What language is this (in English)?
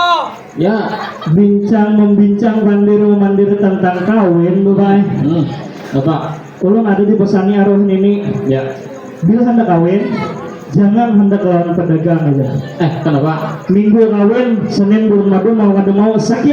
Banjar